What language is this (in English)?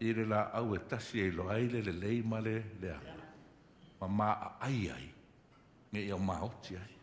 Samoan